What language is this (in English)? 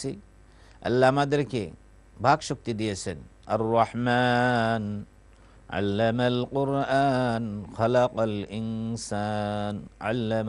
Bangla